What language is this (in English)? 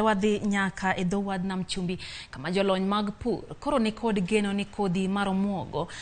Luo (Kenya and Tanzania)